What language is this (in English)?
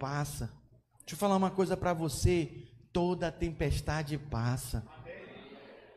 Portuguese